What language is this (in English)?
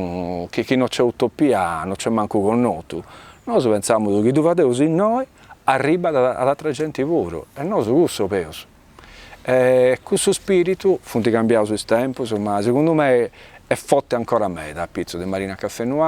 Sardinian